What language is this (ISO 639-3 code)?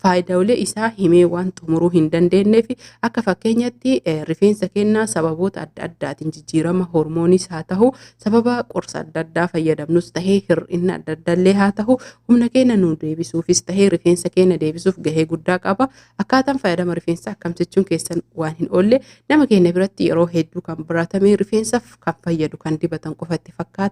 orm